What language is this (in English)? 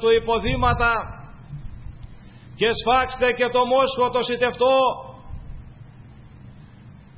Greek